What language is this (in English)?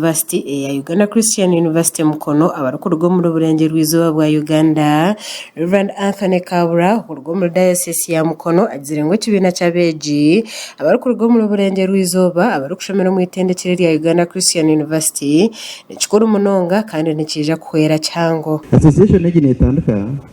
Nyankole